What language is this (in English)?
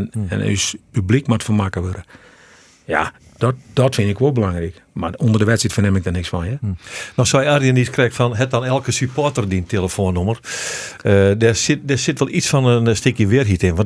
Western Frisian